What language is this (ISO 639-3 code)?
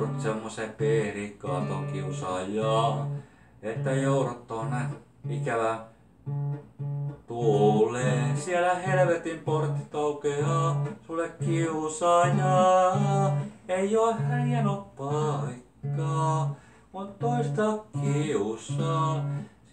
fin